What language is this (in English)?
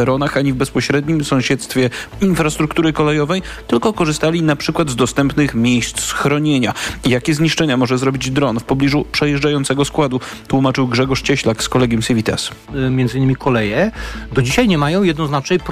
Polish